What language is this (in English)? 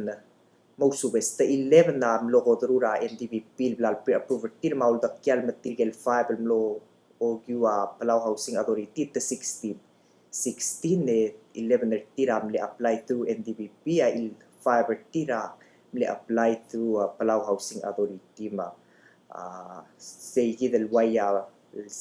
Palauan